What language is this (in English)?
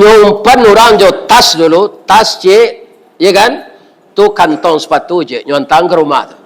Minangkabau